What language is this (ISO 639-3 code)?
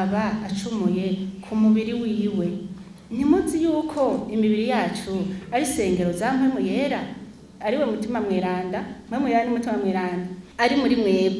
run